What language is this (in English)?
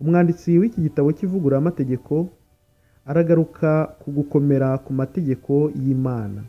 Kinyarwanda